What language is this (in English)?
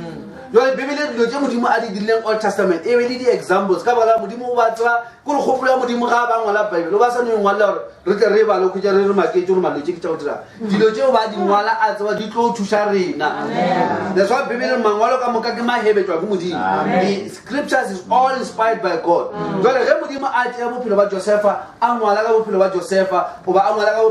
Northern Sotho